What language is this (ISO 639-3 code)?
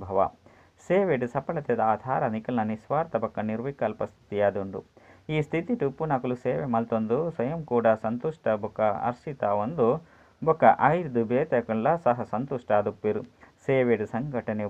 tcy